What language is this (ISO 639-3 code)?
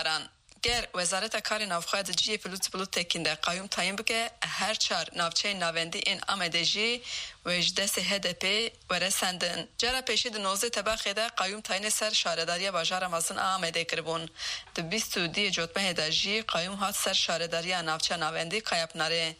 kur